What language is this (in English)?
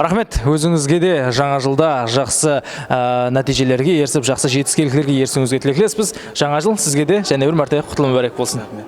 Kara-Kalpak